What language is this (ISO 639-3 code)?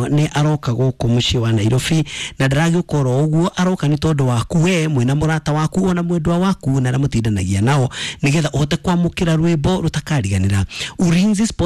kik